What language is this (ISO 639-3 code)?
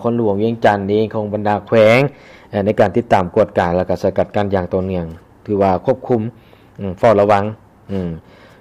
lao